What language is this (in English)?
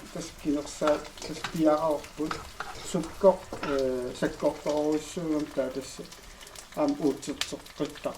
Kalaallisut